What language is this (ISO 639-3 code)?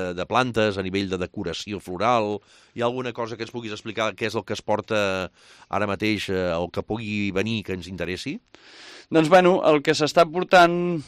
cat